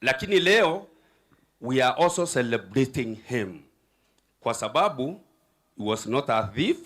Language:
Meru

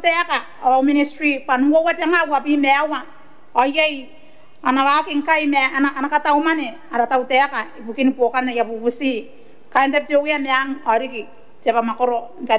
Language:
Gilbertese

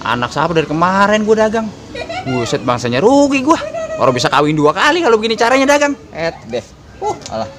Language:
Betawi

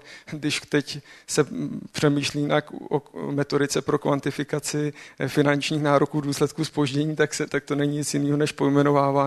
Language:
Czech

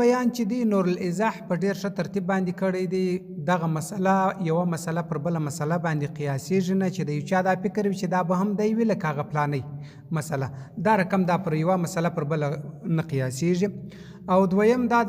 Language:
Pashto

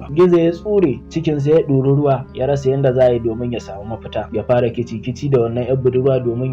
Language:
Hausa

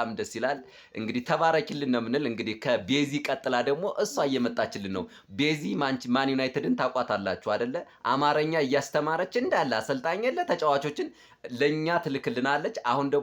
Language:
Amharic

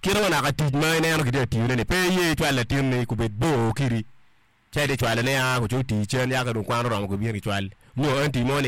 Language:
Acoli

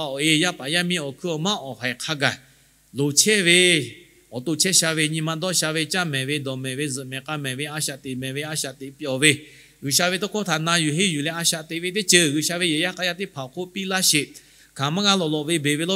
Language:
Lahu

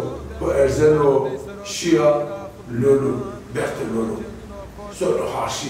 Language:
Zaza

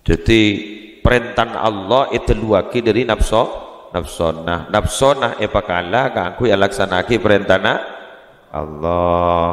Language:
Madurese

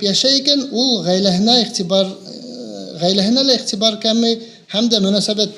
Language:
Bashkir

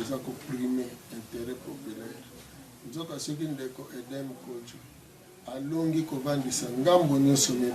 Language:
Lingala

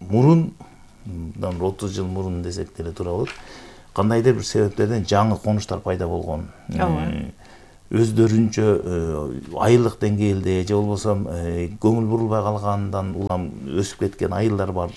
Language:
Kyrgyz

